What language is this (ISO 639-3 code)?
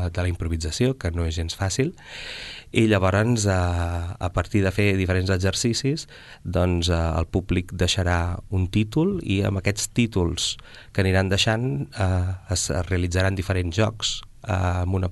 cat